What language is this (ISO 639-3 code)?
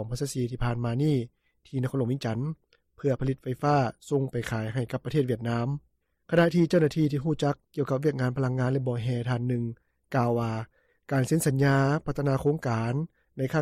lao